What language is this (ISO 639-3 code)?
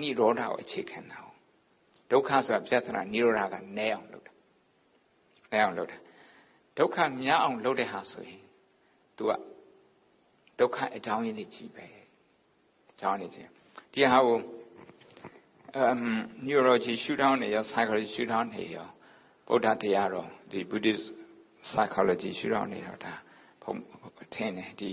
mya